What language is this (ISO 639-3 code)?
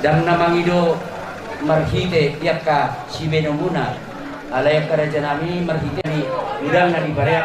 bbc